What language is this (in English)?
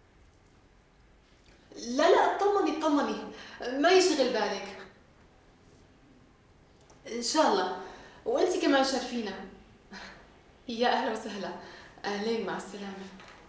North Levantine Arabic